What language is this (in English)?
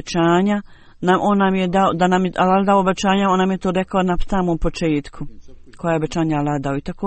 Bosnian